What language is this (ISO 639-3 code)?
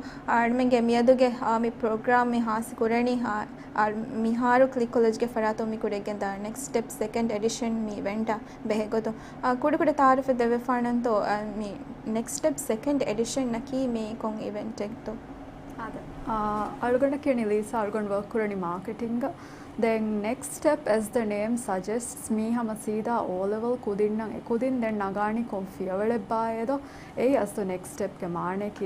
div